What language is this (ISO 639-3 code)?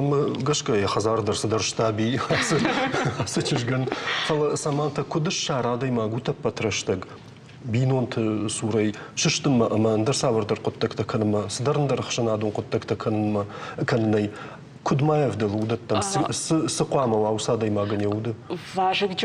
oss